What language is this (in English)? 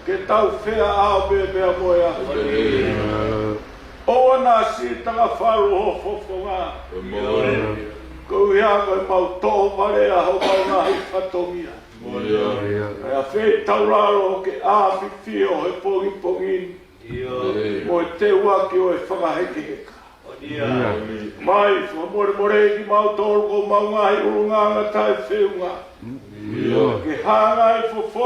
Tongan